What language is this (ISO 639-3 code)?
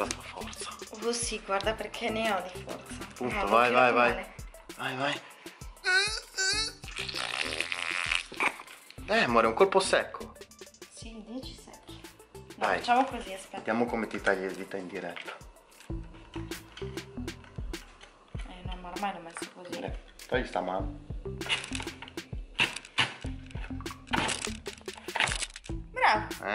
ita